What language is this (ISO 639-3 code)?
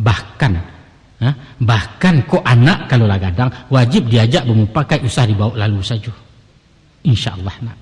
min